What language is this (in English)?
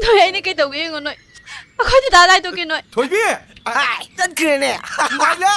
Manipuri